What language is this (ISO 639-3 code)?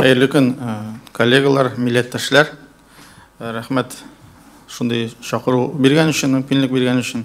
tat